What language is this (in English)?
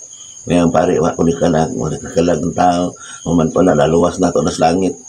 Cebuano